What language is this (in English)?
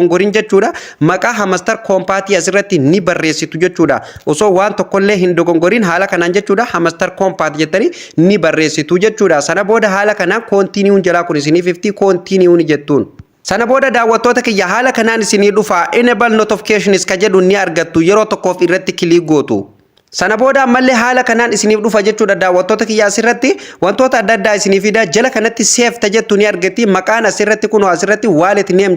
Oromo